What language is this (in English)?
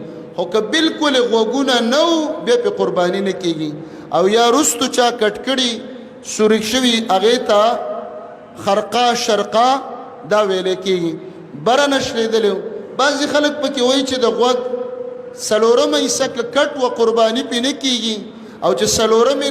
Pashto